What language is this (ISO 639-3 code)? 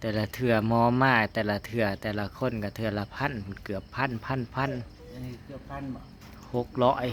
tts